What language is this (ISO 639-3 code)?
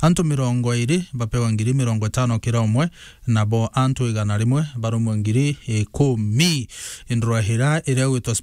mer